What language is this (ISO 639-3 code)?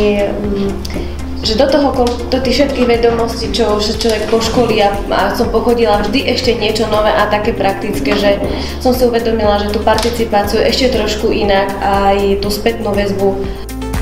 slk